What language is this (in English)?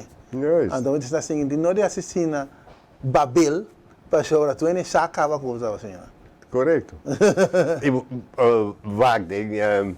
Papiamento